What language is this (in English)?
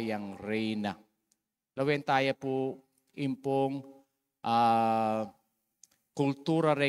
Pampanga